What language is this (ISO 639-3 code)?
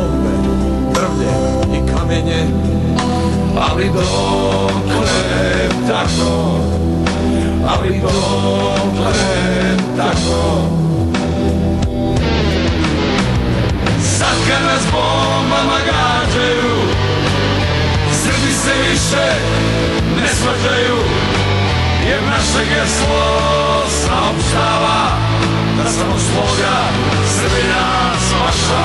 srp